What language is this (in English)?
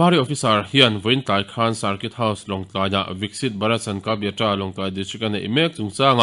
Mizo